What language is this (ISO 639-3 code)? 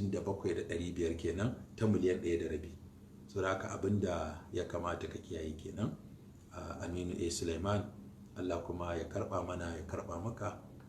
hau